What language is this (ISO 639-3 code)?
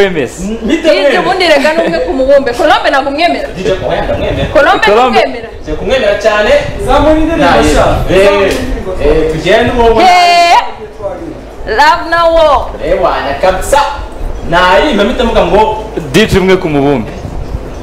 kin